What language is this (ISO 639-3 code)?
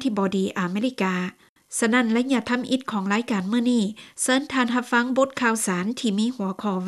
lao